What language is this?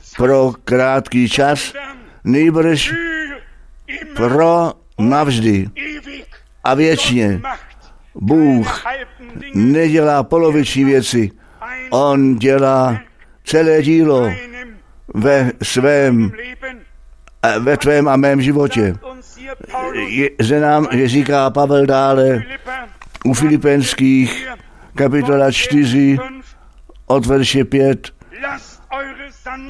Czech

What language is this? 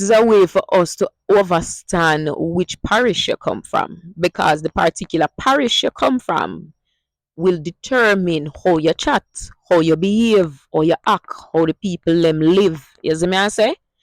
Jamaican Creole English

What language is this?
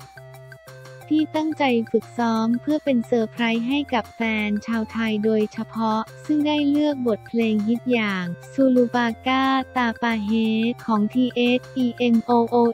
Thai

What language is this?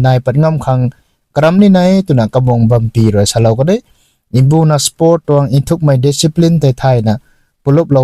Rongmei Naga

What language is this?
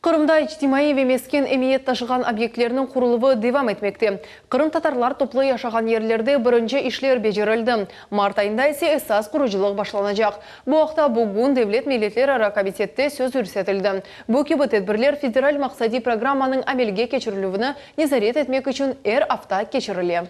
Crimean Tatar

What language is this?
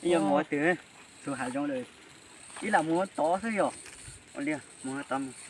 Hmong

